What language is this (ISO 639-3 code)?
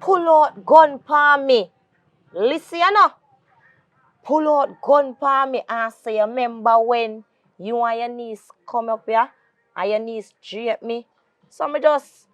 jam